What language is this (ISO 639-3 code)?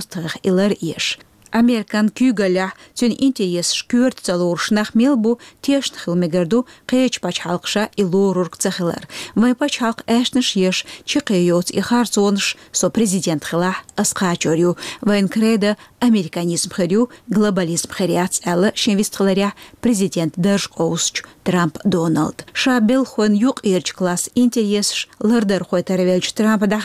che